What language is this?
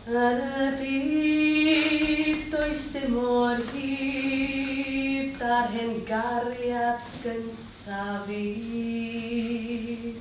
Welsh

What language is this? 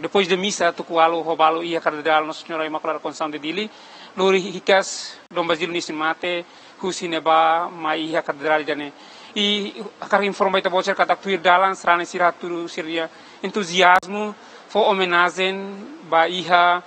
Tetum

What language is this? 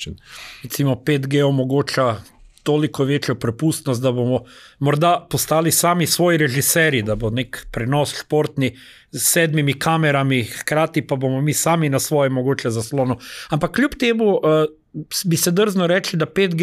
Slovenian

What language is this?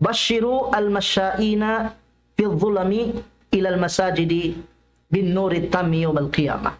Tausug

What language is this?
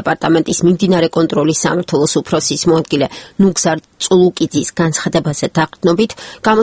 Georgian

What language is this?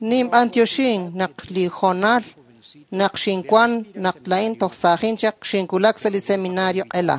Kekchí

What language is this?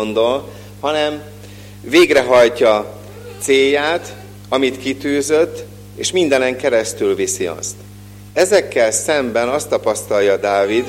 Hungarian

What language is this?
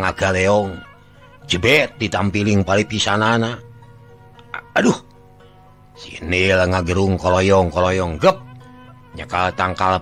Sundanese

